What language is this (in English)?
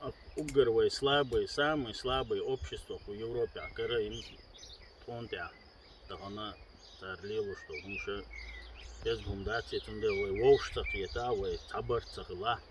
Chechen